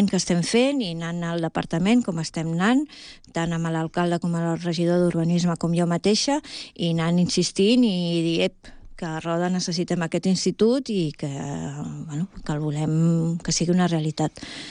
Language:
Catalan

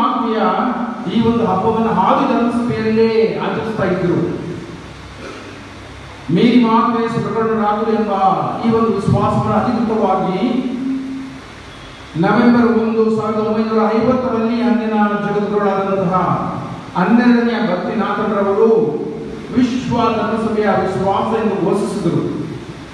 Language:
Kannada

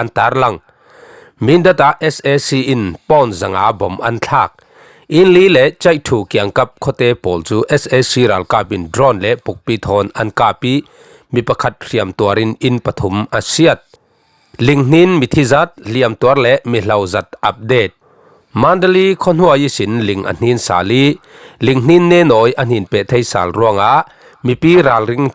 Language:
Falam Chin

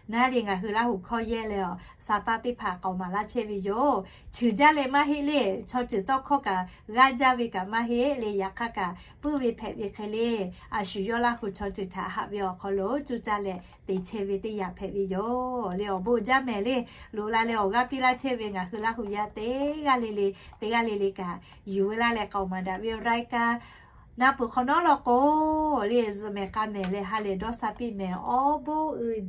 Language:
Lahu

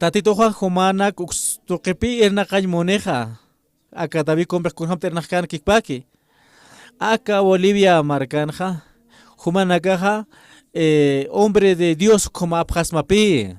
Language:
Aymara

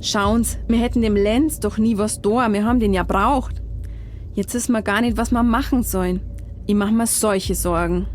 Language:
Bavarian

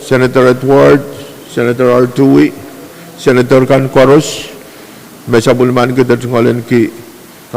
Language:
Pohnpeian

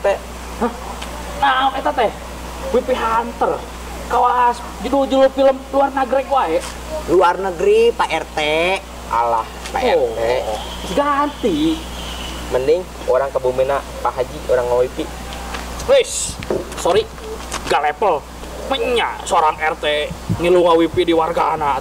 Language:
Sundanese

